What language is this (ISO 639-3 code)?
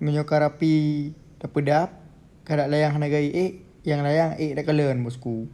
ace